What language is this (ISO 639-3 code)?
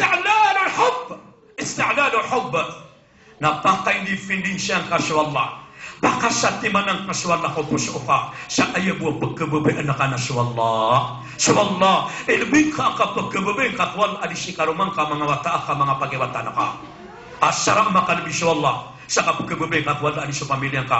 mrw